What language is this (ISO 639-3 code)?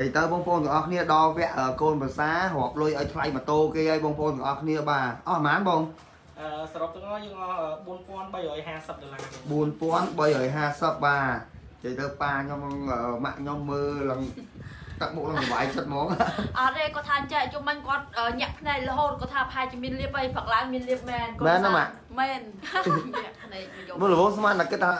khm